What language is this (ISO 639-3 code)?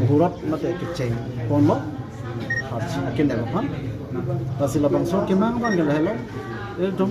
mjw